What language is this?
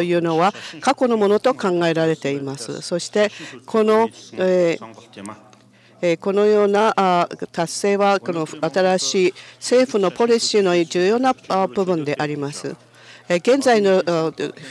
Japanese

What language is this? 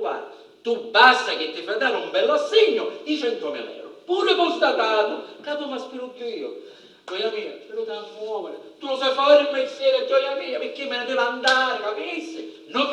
Sicilian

